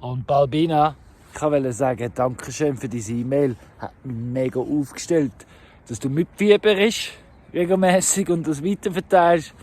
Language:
Swiss German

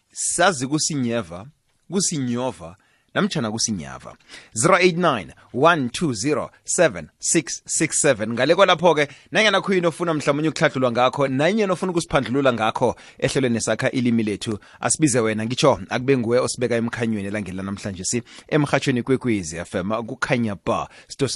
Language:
South Ndebele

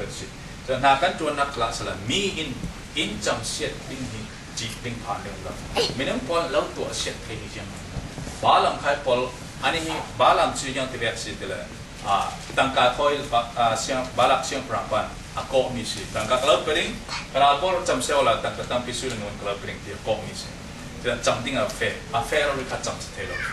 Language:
Falam Chin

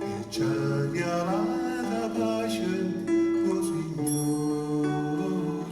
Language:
Neapolitan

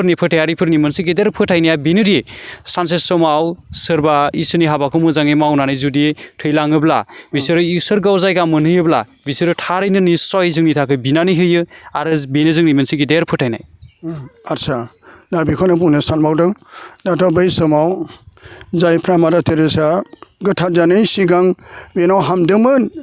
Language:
Bodo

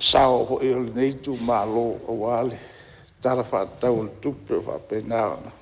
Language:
Samoan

